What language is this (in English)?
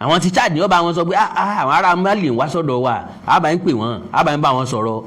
Yoruba